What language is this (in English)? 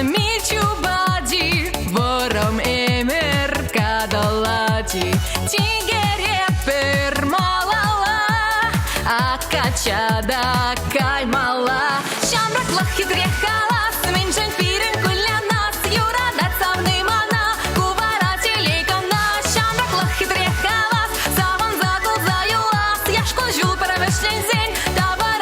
Chuvash